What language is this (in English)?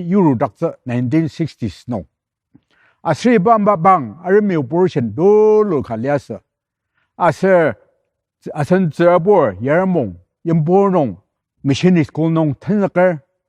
Ao Naga